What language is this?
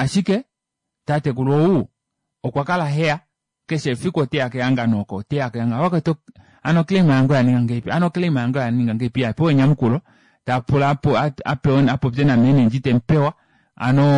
Kuanyama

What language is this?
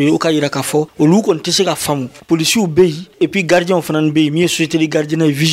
Dyula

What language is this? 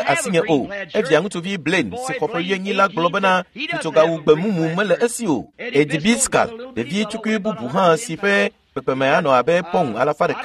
Ewe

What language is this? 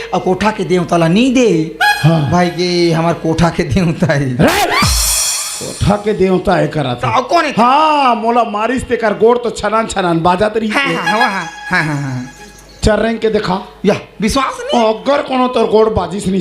Chhattisgarhi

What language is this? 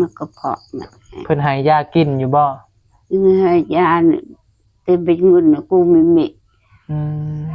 Northeastern Thai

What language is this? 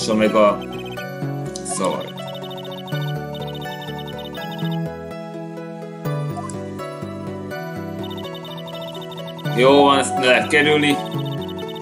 Hungarian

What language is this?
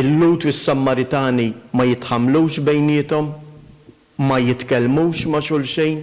Maltese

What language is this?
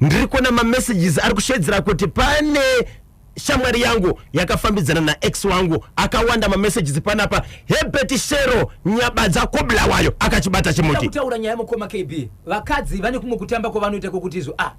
Shona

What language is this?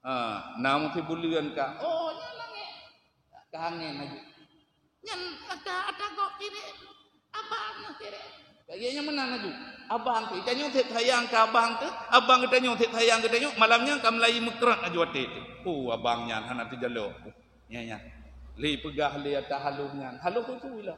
Achinese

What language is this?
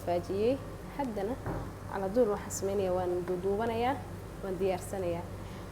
Somali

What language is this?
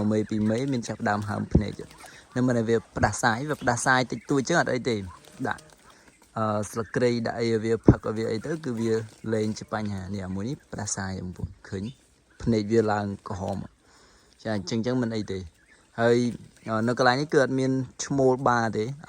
Khmer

